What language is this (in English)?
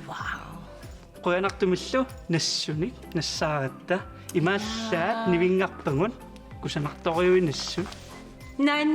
Kalaallisut